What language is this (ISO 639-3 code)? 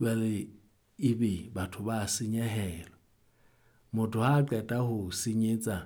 sot